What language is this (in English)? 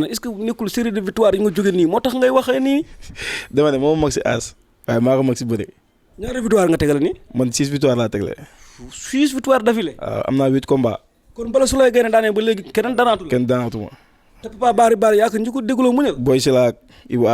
Wolof